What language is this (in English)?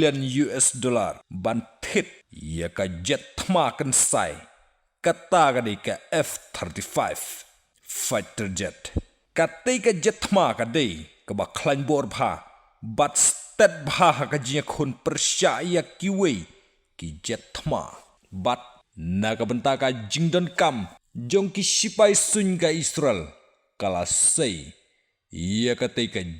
Khasi